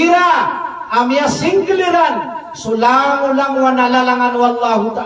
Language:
Maranao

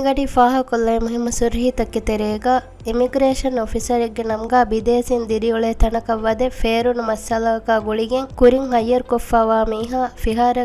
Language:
Divehi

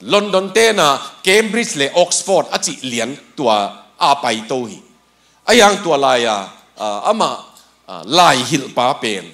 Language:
Tedim Chin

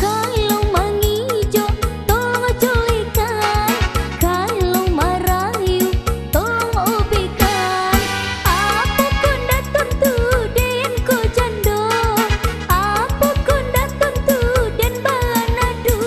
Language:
Minangkabau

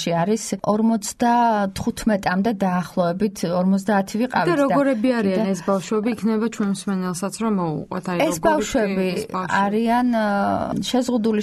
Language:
Georgian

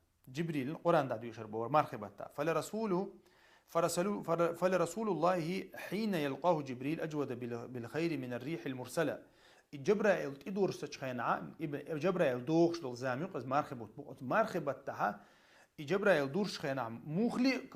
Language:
Chechen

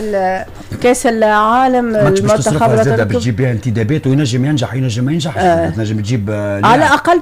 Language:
Tunisian Arabic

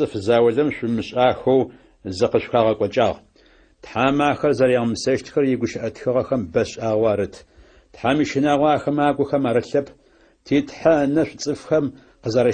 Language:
Adyghe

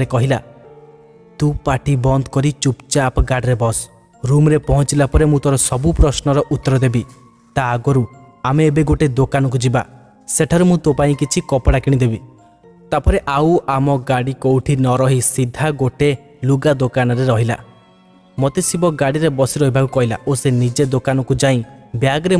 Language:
Odia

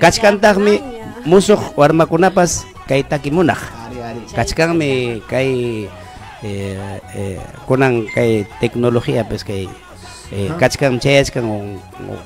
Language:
Ayacucho Quechua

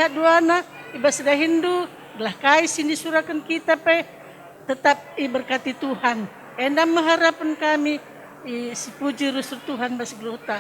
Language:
Batak Karo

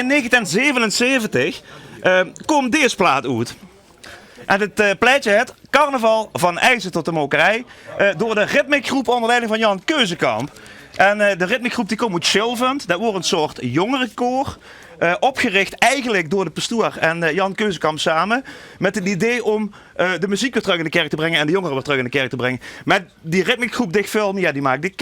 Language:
Limburgish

